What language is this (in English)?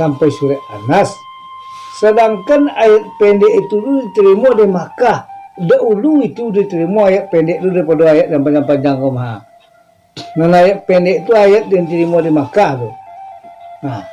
Minangkabau